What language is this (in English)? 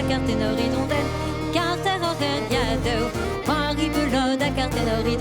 Breton